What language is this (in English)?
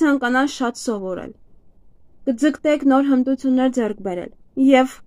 Armenian